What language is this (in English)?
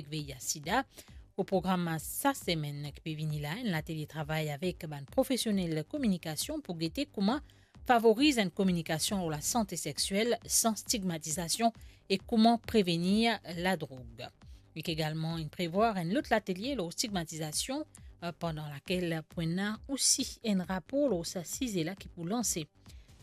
Morisyen